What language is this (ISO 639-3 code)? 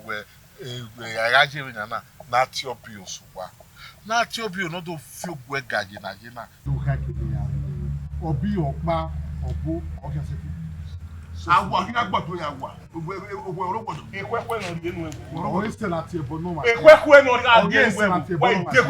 bin